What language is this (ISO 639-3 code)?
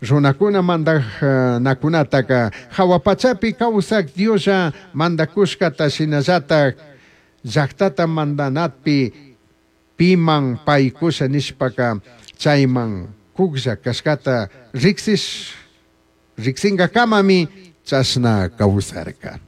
qug